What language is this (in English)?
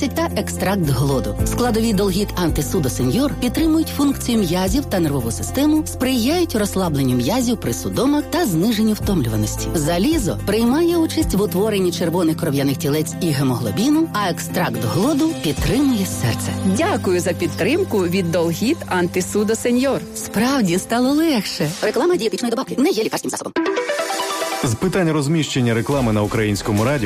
Ukrainian